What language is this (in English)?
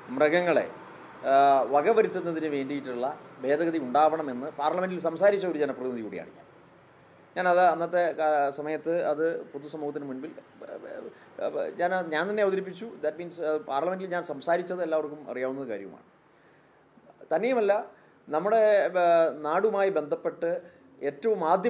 Malayalam